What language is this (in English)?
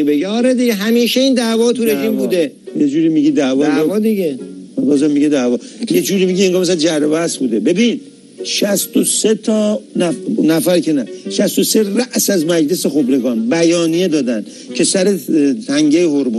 Persian